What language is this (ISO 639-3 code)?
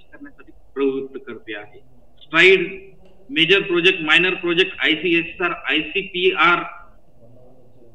mar